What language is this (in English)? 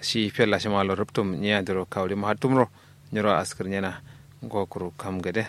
Kanuri